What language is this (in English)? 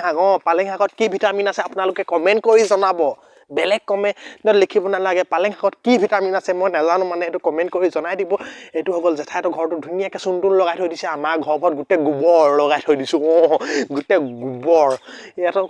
Assamese